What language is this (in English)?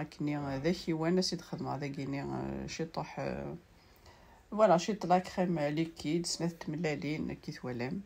Kabyle